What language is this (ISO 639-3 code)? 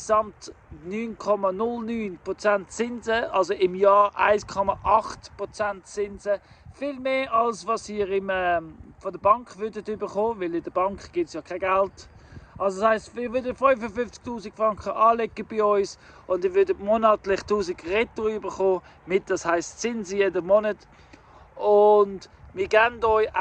gsw